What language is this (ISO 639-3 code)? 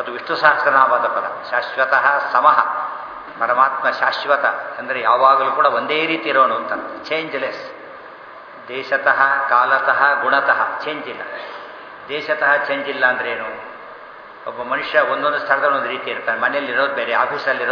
kan